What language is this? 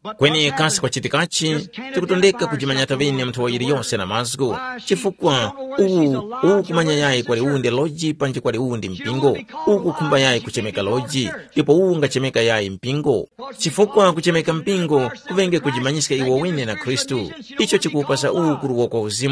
Tumbuka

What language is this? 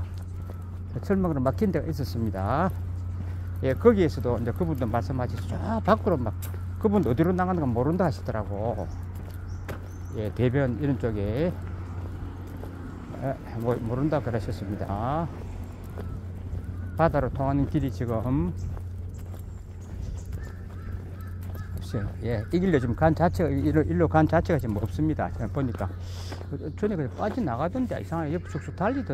Korean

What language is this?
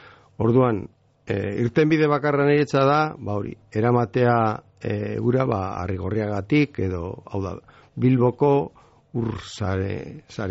Basque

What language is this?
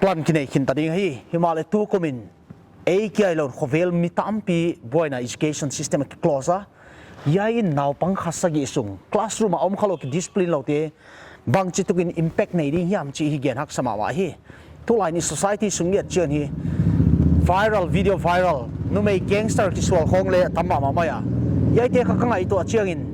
Paite Chin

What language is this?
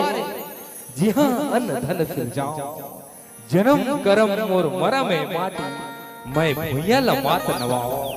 Chhattisgarhi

